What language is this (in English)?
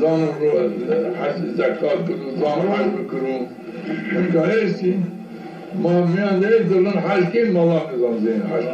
Zaza